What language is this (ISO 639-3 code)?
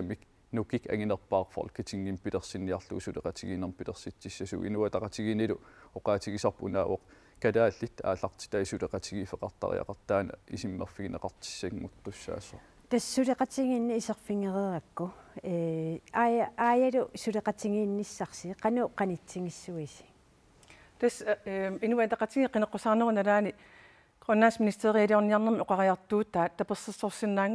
kal